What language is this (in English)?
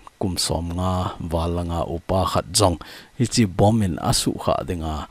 Thado Chin